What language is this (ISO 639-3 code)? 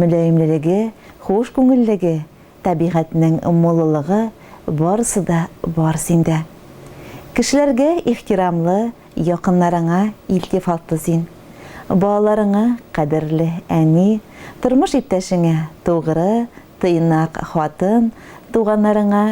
tat